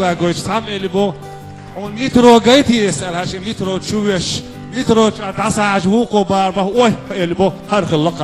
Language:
Chechen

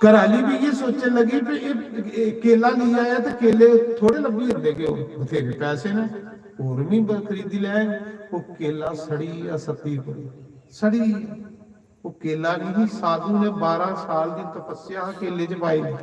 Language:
Dogri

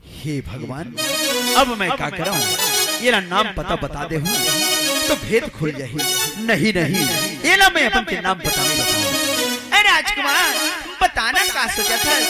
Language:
Chhattisgarhi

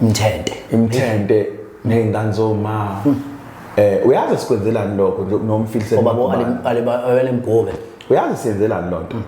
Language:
Zulu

